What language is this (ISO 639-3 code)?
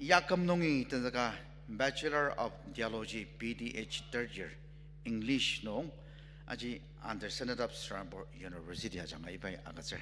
njo